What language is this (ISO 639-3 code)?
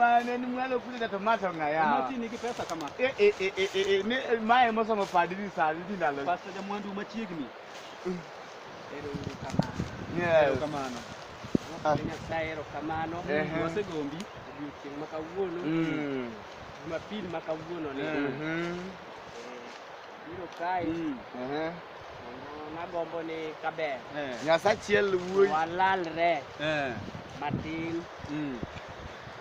luo